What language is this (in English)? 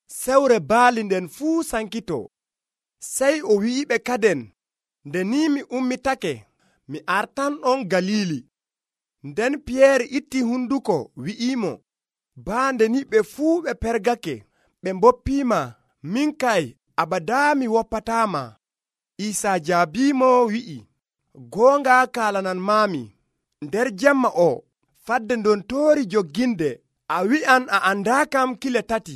Nigerian Fulfulde